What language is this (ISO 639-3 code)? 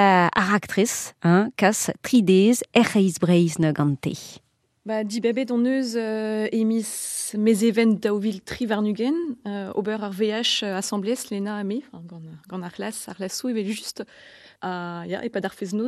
bre